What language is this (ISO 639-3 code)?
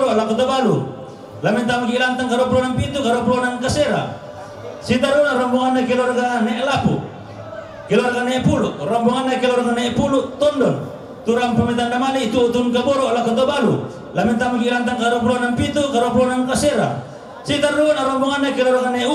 sda